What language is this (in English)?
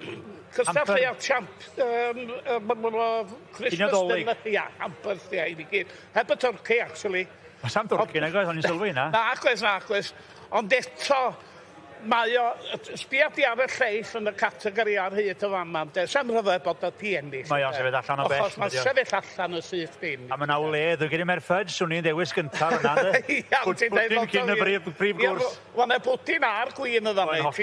Welsh